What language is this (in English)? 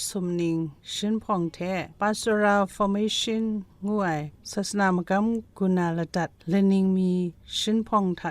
Kachin